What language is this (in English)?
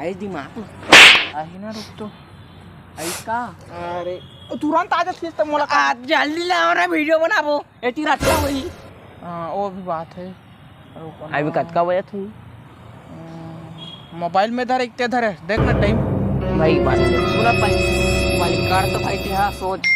Chhattisgarhi